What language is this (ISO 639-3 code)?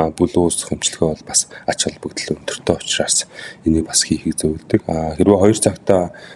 mon